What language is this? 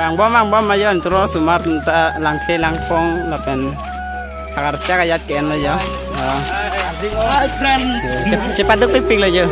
Karbi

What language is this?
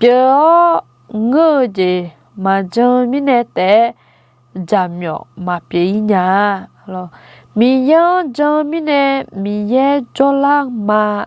Akha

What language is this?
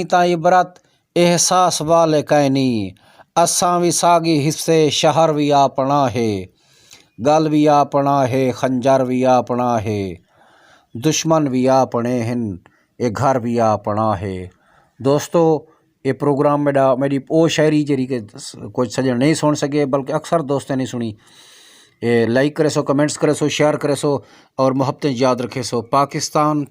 Saraiki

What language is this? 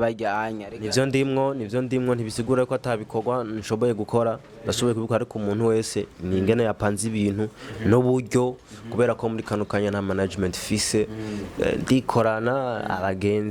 Rundi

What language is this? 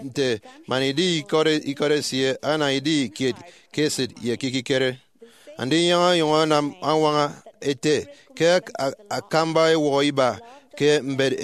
Efik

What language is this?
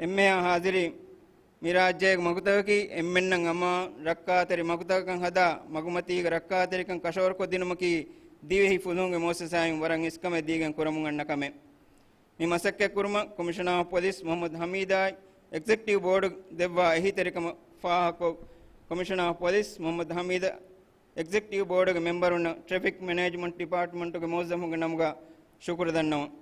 Divehi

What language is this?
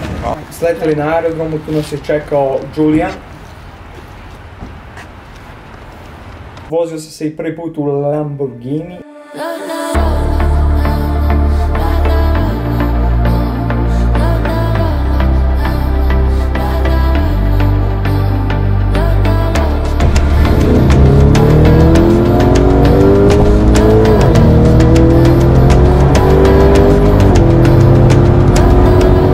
Croatian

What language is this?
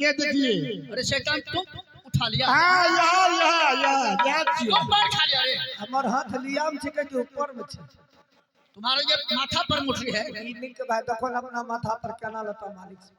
Maithili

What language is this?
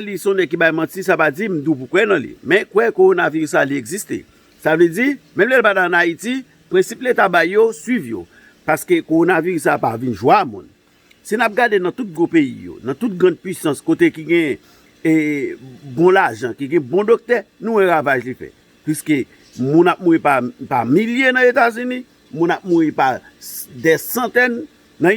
Haitian Creole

